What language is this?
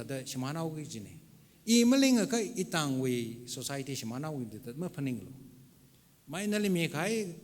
Tangkhul Naga (India)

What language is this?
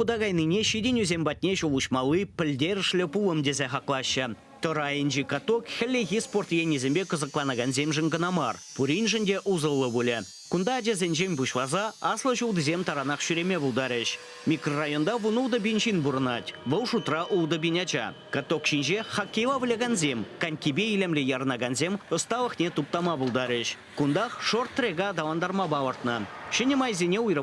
Chuvash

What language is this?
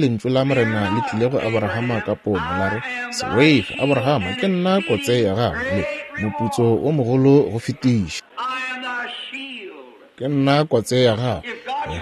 Northern Sotho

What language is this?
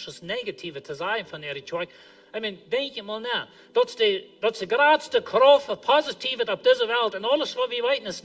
Plautdietsch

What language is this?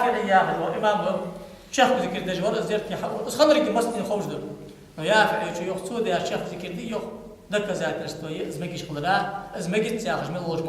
Ingush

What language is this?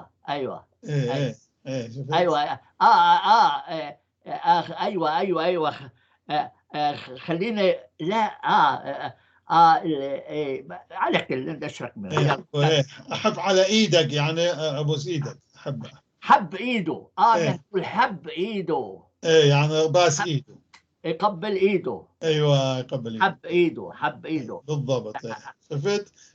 North Levantine Arabic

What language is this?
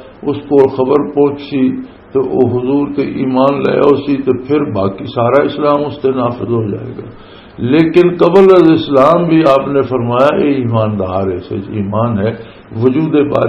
Western Panjabi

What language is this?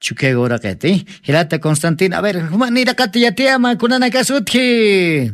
Aymara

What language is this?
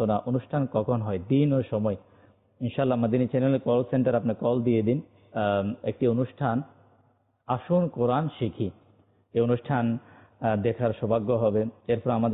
Bangla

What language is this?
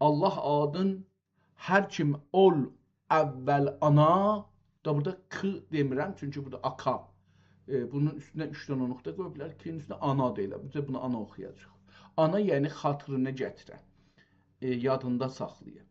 South Azerbaijani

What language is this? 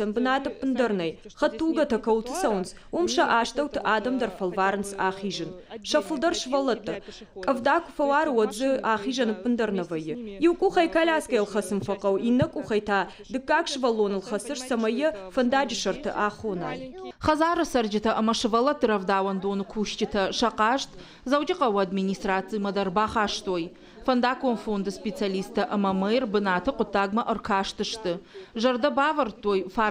Ossetic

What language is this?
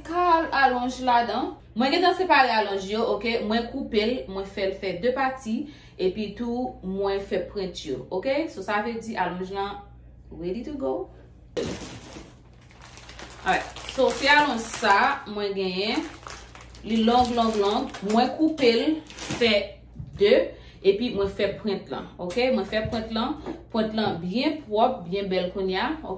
Haitian Creole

